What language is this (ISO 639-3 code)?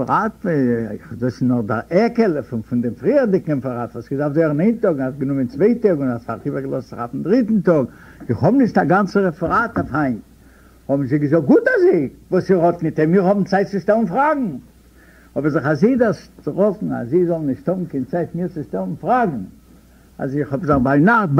yid